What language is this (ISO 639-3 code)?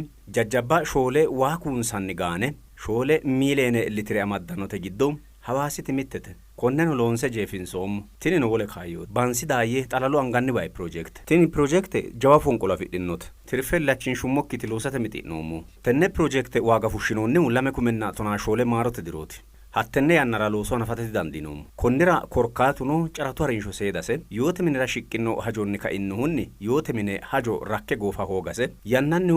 sid